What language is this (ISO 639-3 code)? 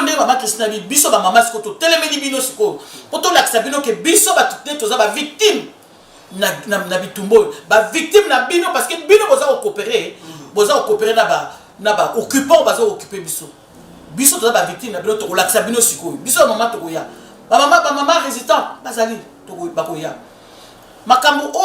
lin